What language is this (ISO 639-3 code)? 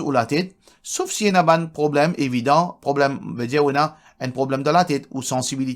mfe